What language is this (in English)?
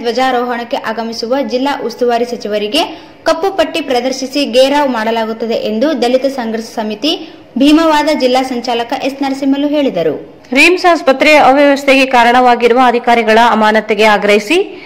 Kannada